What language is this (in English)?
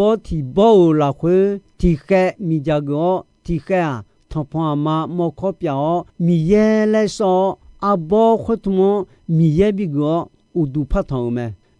Akha